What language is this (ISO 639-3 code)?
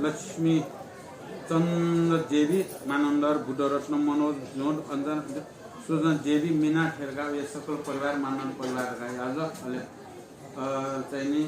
new